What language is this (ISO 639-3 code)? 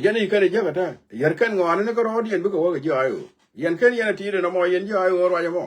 nus